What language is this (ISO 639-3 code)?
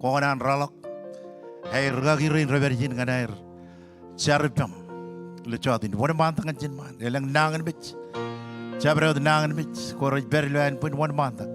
mah